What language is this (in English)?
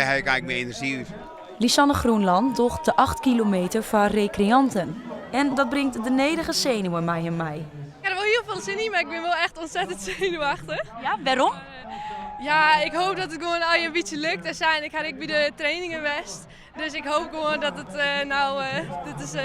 Western Frisian